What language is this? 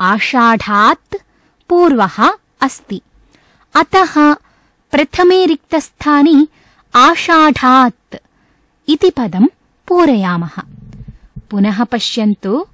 Sanskrit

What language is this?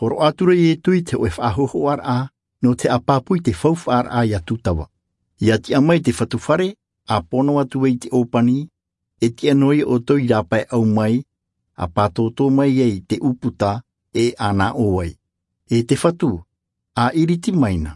Tahitian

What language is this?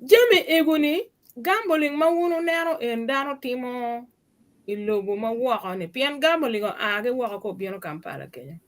Acoli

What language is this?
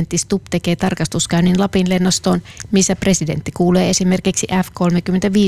Finnish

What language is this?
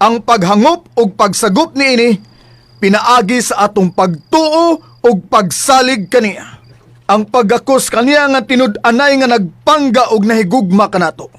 Cebuano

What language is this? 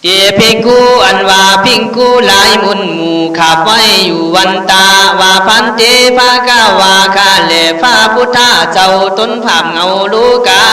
Khün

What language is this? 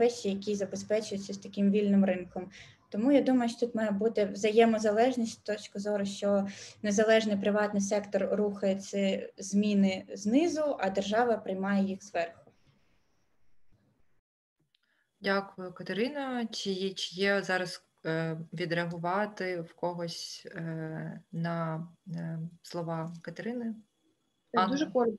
Ukrainian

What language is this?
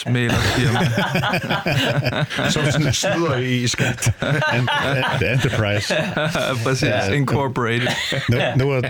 Danish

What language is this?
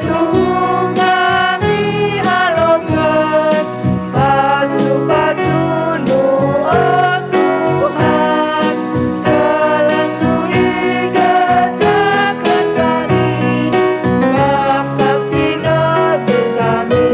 Batak Karo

